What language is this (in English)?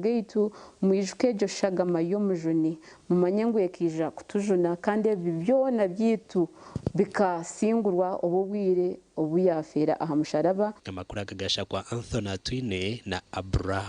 Nyankole